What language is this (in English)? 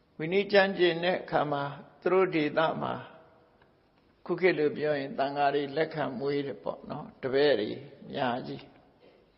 Burmese